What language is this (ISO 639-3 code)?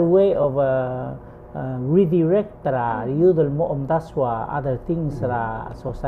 pau